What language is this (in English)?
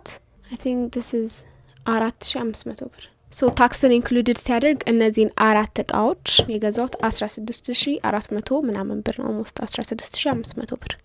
Amharic